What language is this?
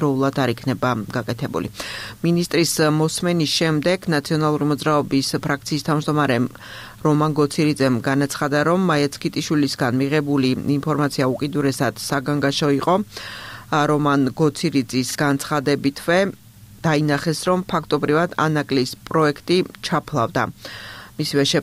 Georgian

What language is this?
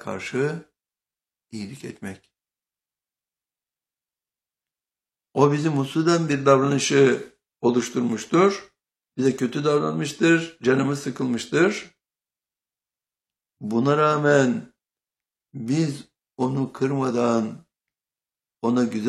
Turkish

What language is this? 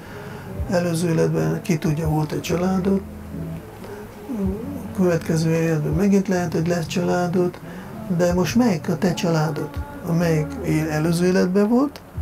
Hungarian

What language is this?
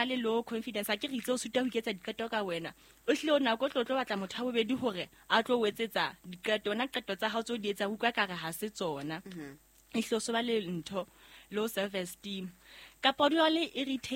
Southern Sotho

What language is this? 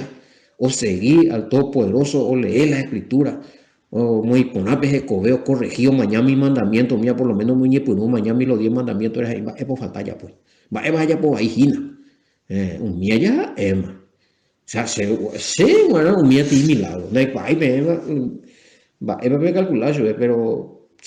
Guarani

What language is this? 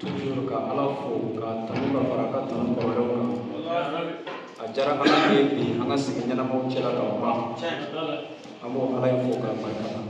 Bambara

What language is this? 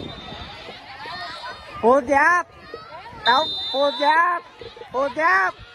Vietnamese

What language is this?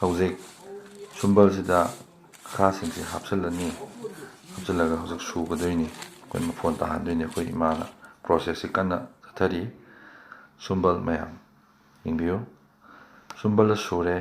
Manipuri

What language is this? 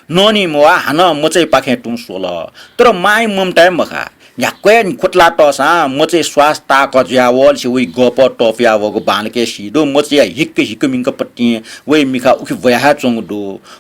Newari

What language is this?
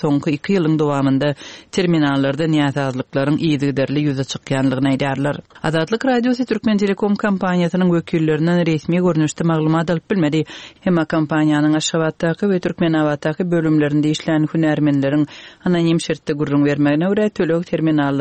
Turkmen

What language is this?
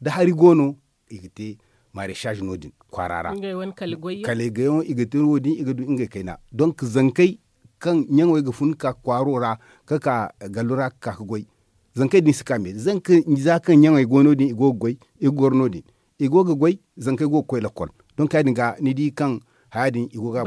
Zarma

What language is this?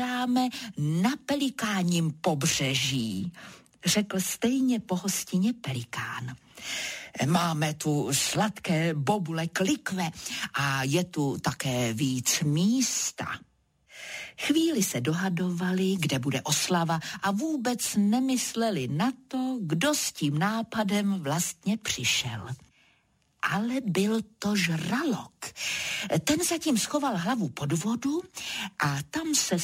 Czech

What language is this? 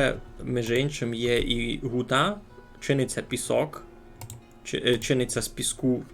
Rusyn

